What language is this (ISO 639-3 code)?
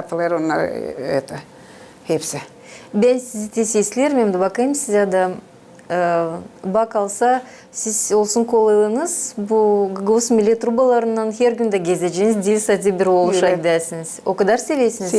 gag